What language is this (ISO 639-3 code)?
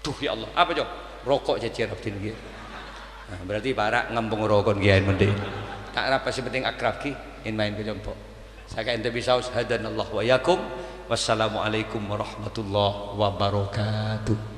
mad